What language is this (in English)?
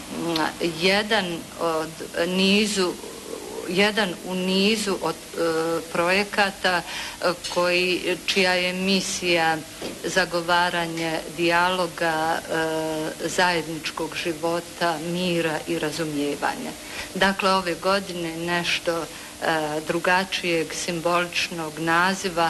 Bosnian